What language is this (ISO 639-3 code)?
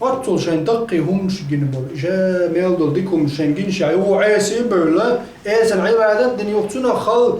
che